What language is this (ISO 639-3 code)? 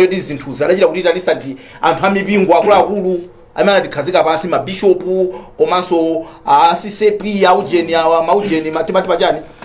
nya